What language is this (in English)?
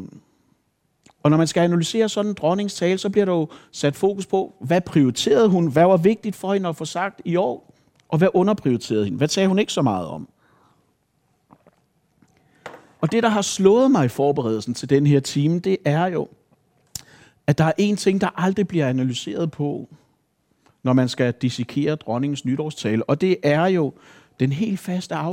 Danish